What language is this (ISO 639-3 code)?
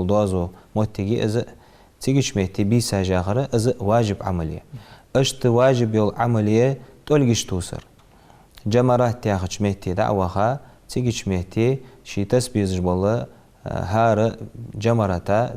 inh